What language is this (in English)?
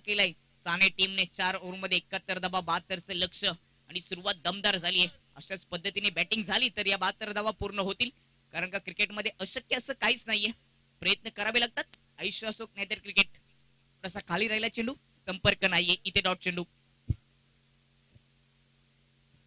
Marathi